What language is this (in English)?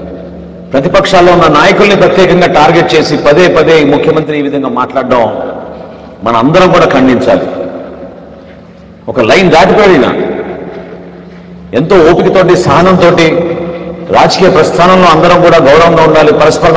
Telugu